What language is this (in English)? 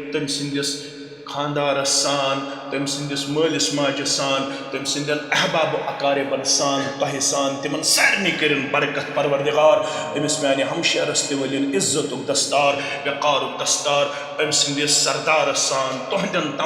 Kashmiri